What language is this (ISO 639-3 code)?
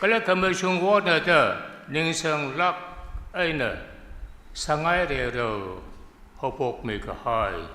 nmf